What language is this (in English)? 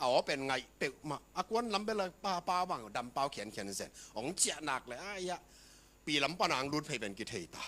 Tedim Chin